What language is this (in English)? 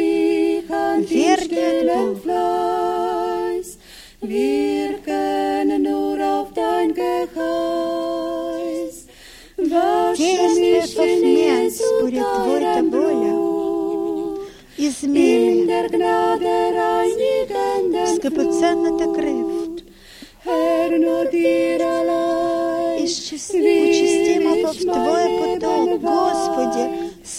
Bulgarian